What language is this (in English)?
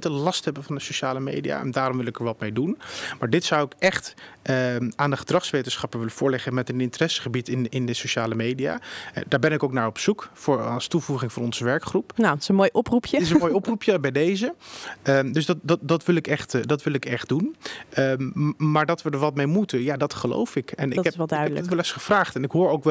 Dutch